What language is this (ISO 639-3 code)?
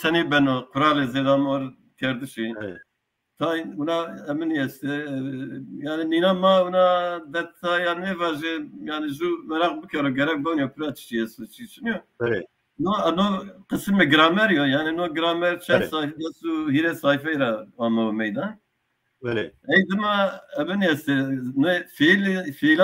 zza